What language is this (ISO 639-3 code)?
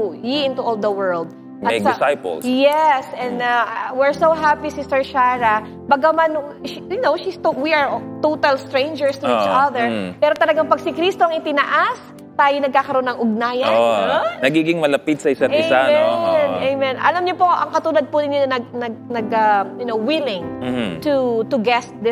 fil